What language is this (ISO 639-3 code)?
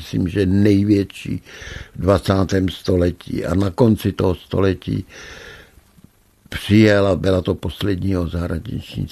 ces